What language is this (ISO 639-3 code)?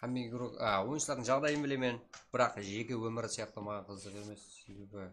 kaa